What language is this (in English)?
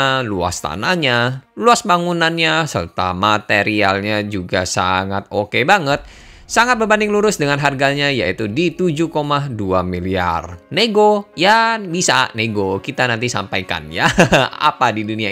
Indonesian